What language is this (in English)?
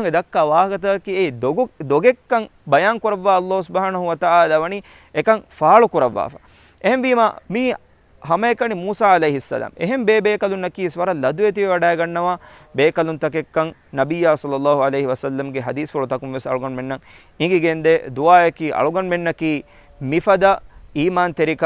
Divehi